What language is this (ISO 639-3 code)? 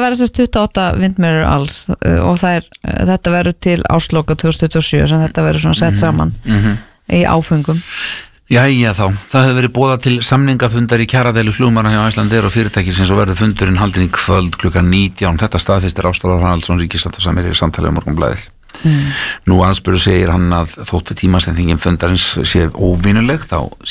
isl